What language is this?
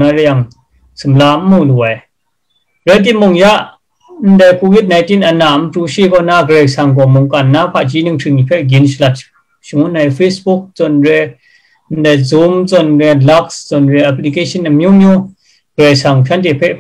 Kachin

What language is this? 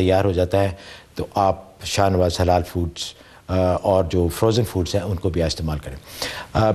Urdu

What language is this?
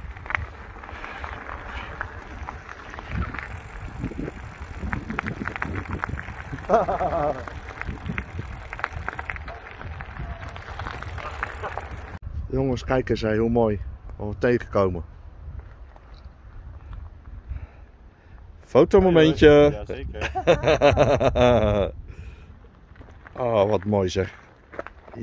Dutch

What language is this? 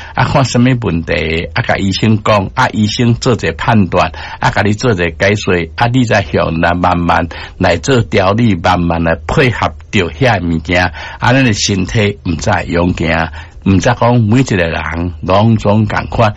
Min Nan Chinese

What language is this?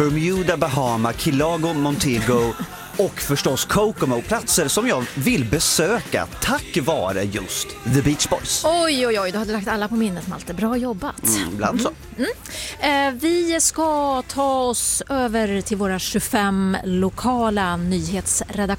Swedish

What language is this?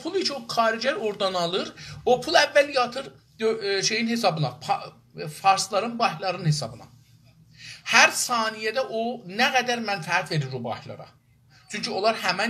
South Azerbaijani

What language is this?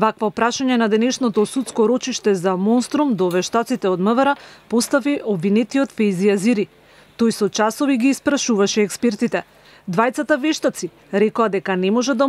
Macedonian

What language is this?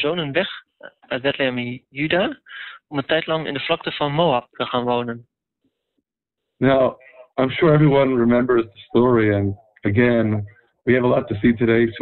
Dutch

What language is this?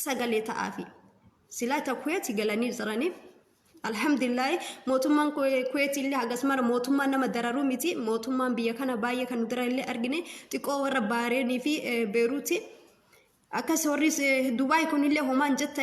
Oromo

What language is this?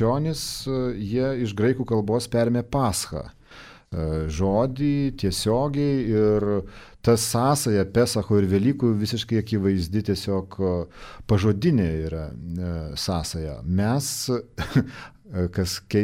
Lithuanian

